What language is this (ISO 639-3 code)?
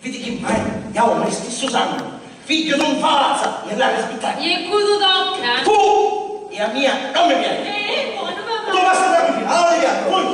scn